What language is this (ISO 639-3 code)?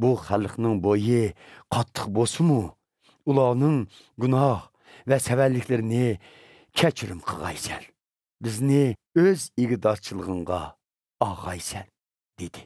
uig